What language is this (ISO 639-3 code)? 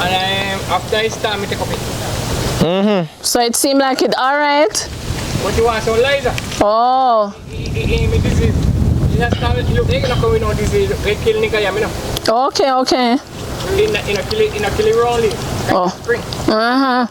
jam